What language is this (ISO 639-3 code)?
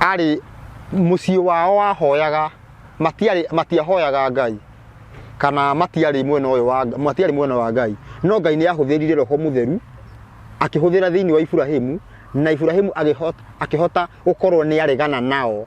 kik